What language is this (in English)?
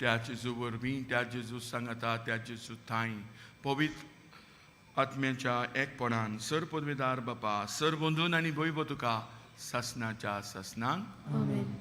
Konkani